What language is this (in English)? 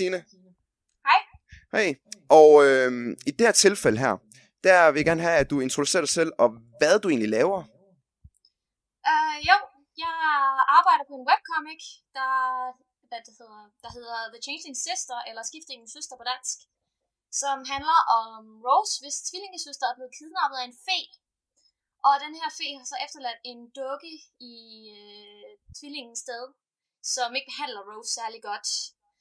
Danish